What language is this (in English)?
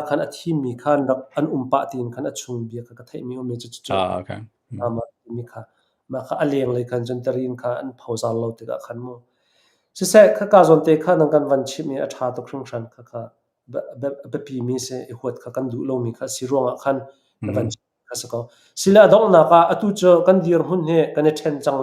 Hakha Chin